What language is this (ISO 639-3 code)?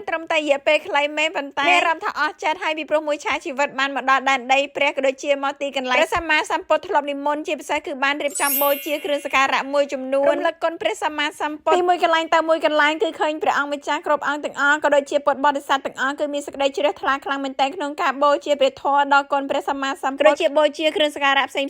khm